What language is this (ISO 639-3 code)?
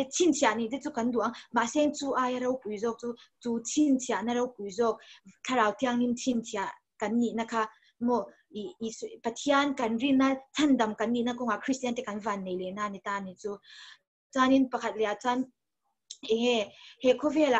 lus